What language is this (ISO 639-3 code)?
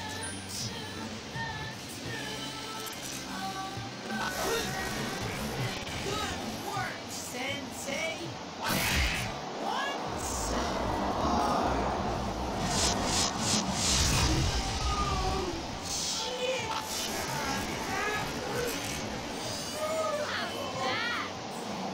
eng